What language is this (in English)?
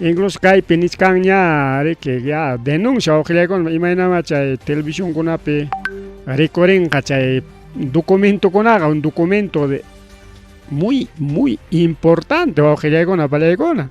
Ayacucho Quechua